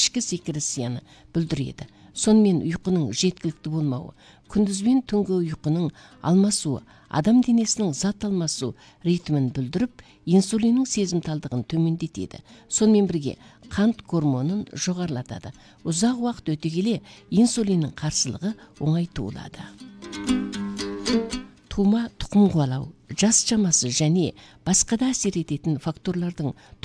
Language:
Kazakh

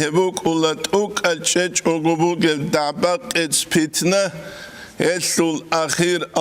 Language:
Avaric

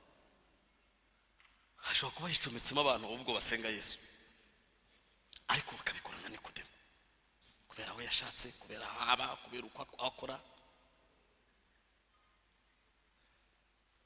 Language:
Kinyarwanda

